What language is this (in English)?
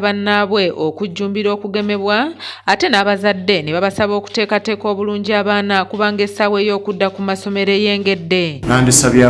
Ganda